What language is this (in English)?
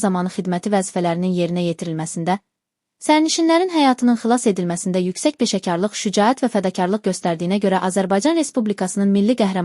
Azerbaijani